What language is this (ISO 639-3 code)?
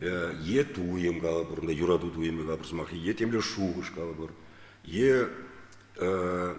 chv